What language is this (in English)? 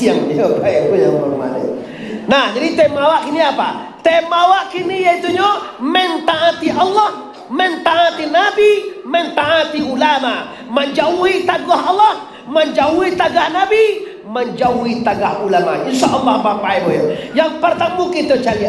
Minangkabau